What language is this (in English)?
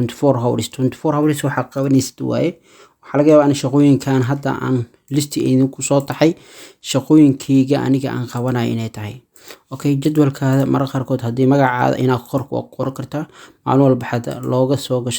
Somali